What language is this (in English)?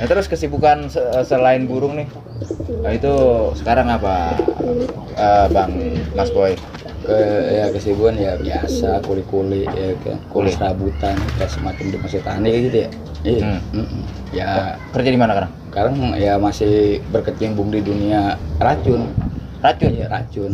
Betawi